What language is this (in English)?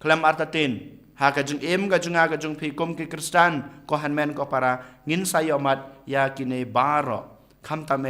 Khasi